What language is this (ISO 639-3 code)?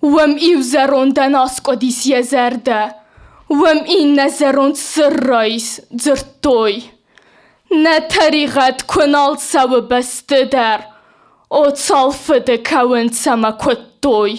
oss